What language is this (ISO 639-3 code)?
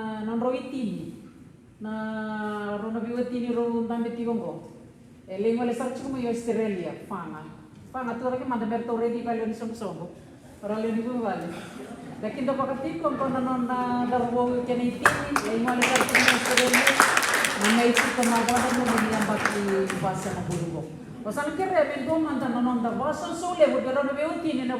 fij